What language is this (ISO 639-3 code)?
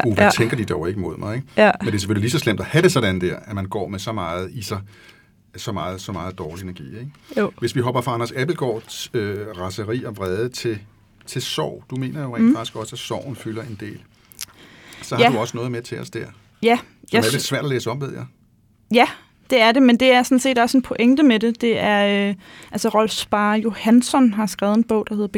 dan